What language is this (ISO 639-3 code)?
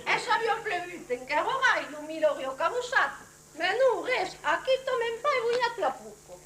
oci